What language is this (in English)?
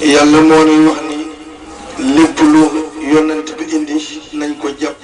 Wolof